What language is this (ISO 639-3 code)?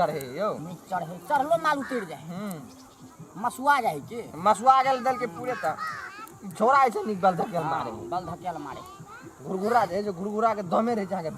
mai